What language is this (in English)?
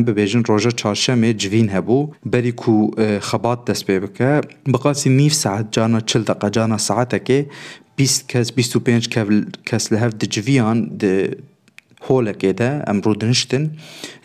Kurdish